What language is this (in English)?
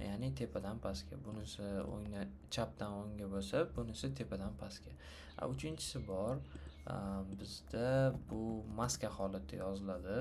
Uzbek